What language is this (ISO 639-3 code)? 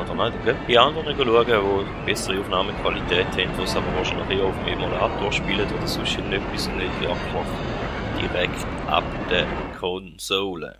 gsw